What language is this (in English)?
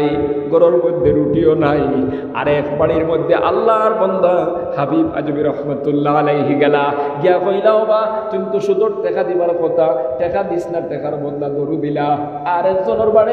Sylheti